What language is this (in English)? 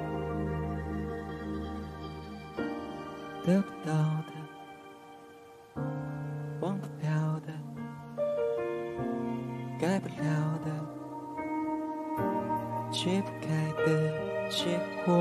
Chinese